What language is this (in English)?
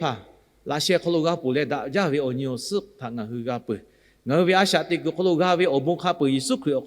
Lahu